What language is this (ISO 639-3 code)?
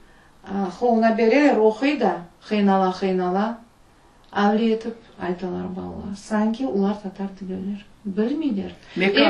crh